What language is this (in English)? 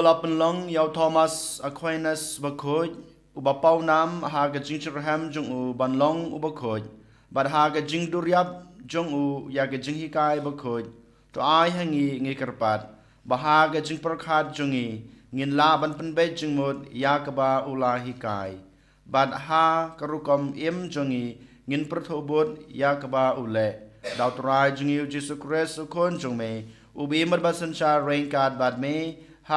Khasi